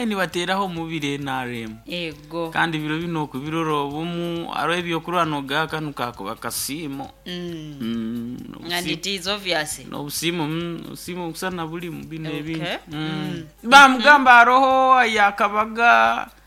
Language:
Nyoro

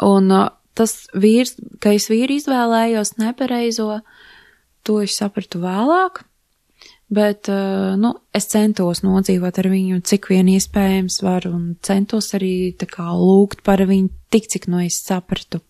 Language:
Latvian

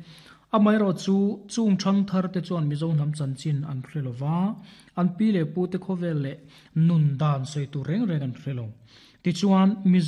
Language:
Mizo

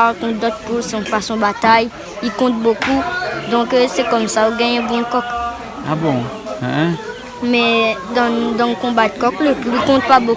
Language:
Réunion Creole French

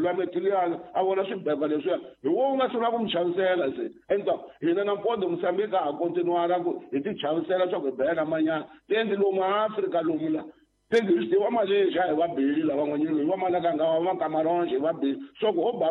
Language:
Tsonga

